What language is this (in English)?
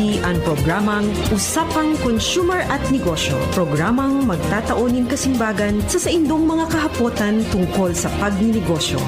Bikol